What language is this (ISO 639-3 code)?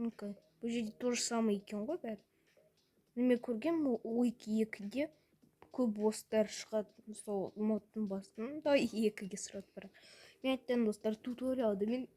kaz